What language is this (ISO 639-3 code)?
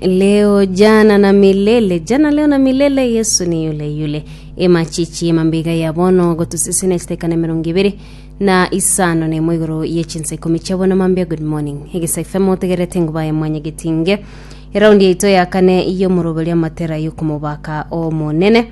guz